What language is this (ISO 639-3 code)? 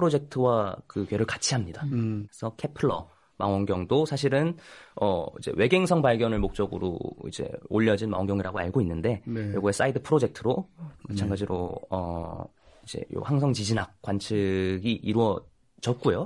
kor